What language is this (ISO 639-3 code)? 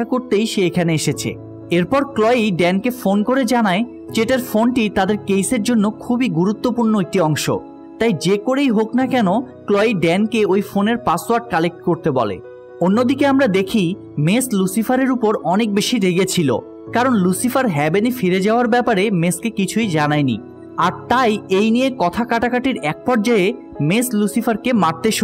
ben